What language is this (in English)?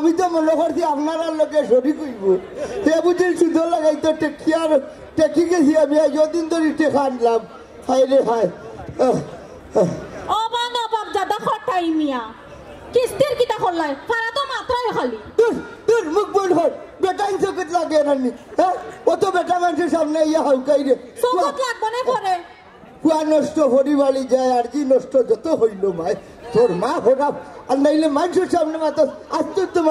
Sylheti